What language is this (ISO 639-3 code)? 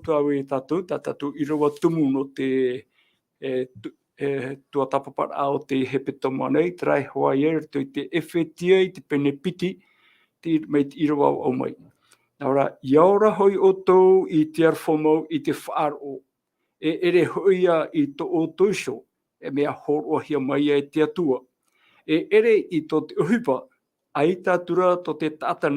tah